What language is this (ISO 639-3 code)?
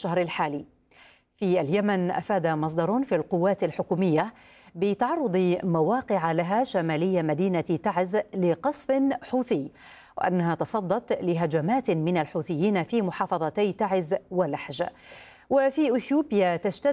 ara